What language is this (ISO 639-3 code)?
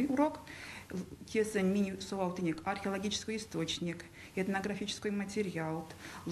myv